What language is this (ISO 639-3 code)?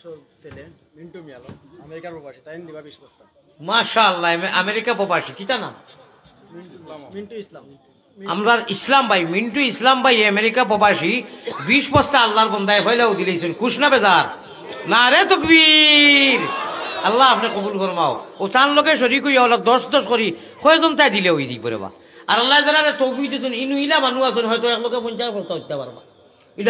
syl